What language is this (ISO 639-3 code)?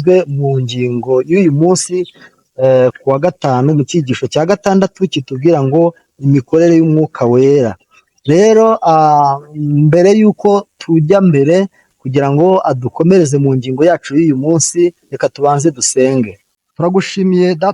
kin